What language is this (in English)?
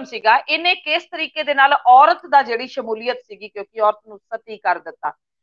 Punjabi